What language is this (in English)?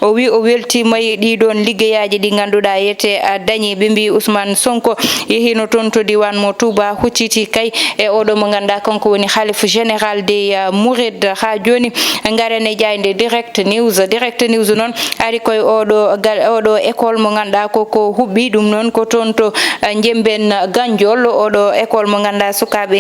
Fula